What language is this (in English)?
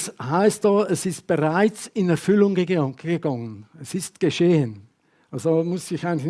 Swiss German